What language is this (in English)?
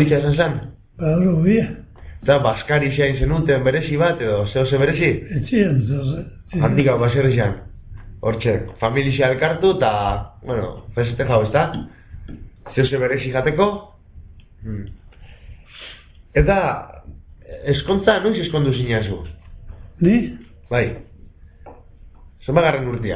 Basque